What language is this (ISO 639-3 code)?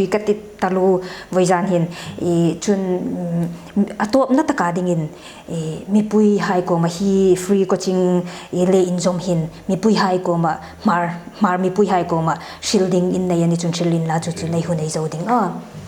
hmr